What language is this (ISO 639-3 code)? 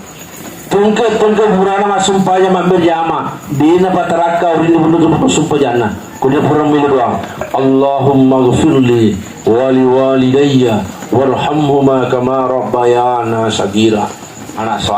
bug